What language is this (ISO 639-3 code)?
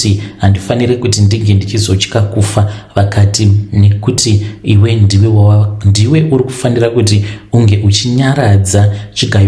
sna